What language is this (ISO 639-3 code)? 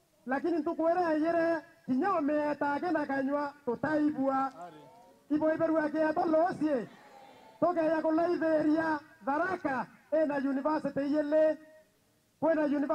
mer